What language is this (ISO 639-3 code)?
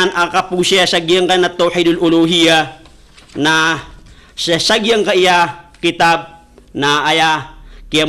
mrw